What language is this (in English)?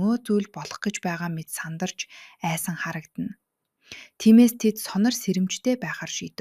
Mongolian